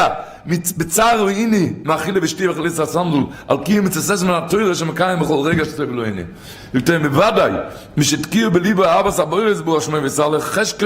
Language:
Yiddish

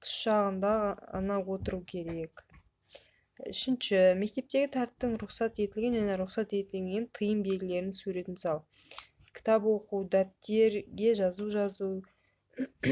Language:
Kazakh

